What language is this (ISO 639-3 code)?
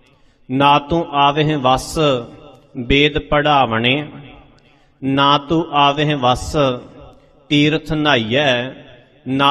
pan